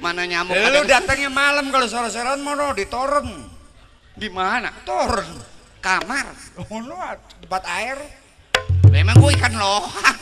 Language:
Betawi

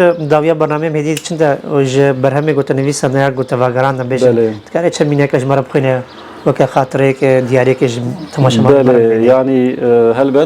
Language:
Kurdish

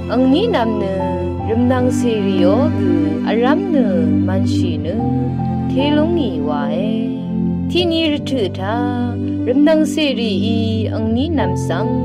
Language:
Rawang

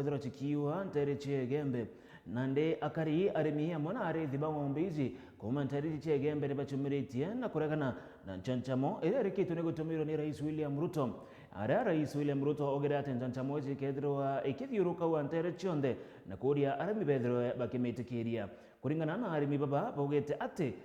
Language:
Meru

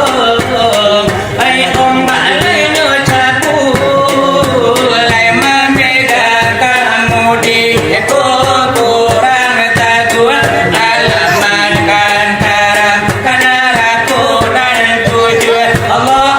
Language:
Minangkabau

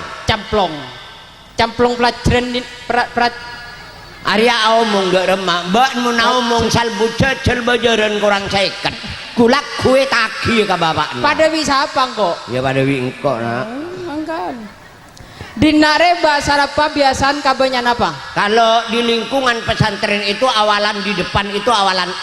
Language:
Madurese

